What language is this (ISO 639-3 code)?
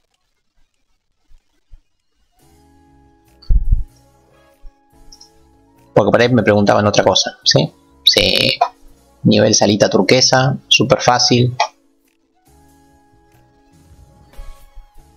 spa